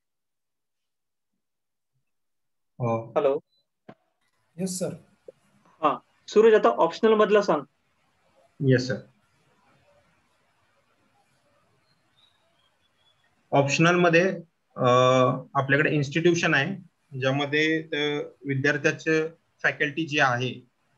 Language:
Marathi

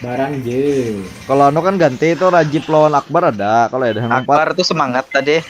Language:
Banjar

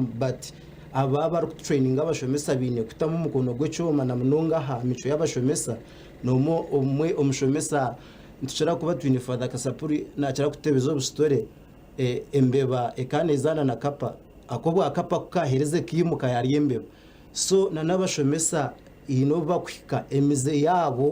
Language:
Nyankole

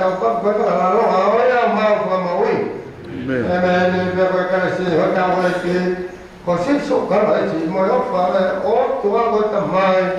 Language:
Tongan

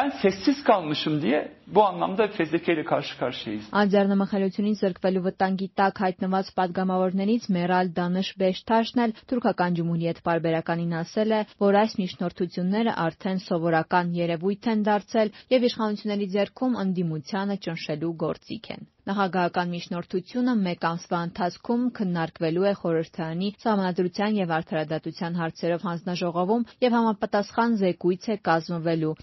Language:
Armenian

